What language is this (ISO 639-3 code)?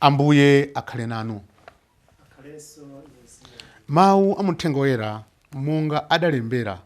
nya